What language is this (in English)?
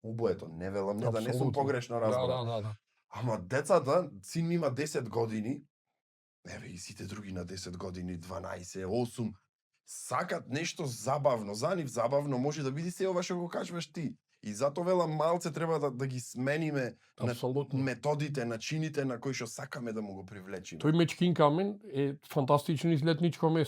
Macedonian